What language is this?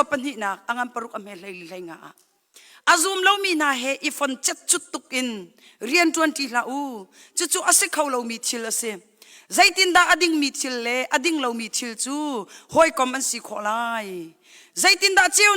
Hakha Chin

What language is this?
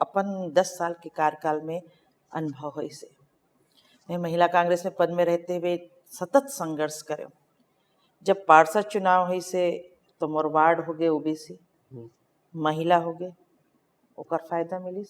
Chhattisgarhi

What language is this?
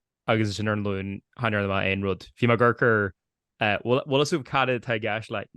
Irish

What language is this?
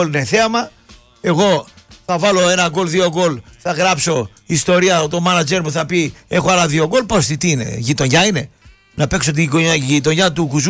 Greek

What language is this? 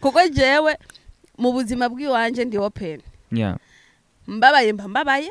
Rundi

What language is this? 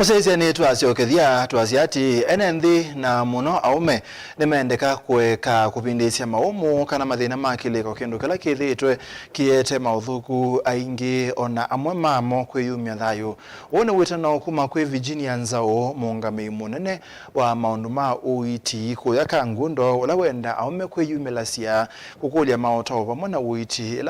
Kamba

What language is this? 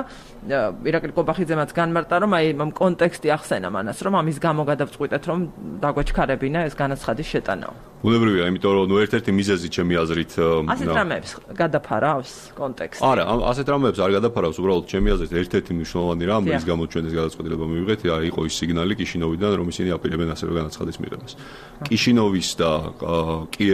Georgian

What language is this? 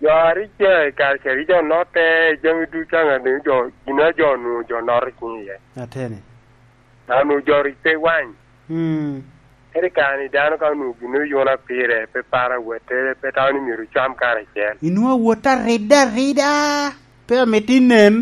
Lango (Uganda)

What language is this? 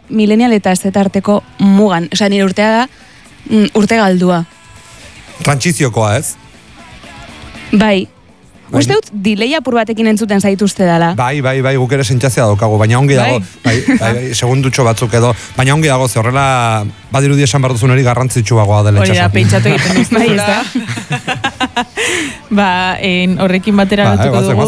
Basque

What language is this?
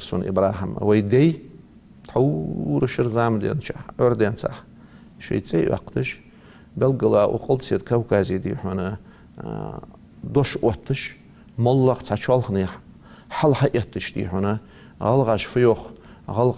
Ingush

